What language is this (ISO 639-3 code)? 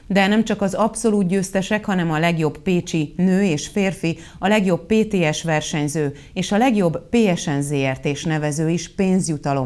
hun